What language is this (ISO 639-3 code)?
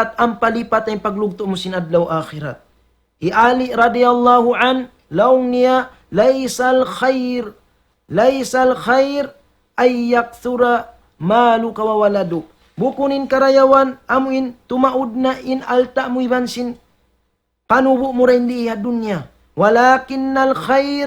tsg